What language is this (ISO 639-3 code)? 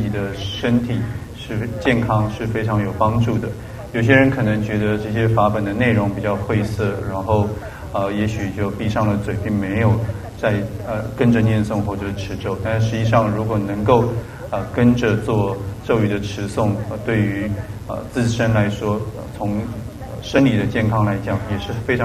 zho